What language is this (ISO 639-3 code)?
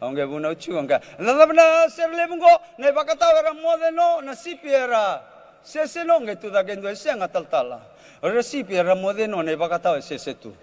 fij